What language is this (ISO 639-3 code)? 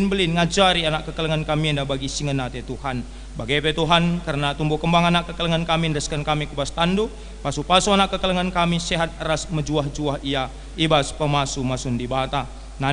btx